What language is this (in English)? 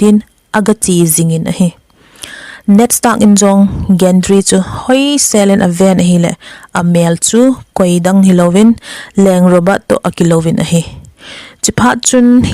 Thado Chin